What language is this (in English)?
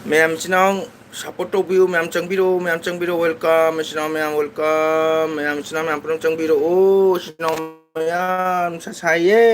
Manipuri